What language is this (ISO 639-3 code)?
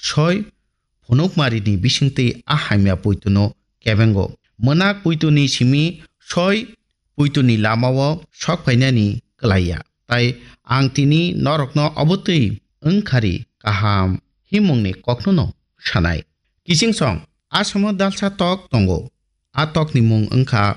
trp